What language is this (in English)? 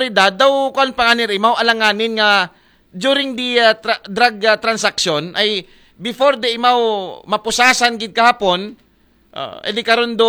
Aklanon